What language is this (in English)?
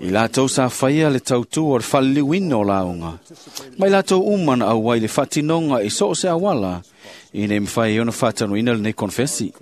Samoan